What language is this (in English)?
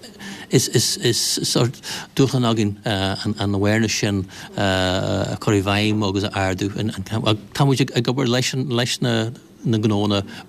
Irish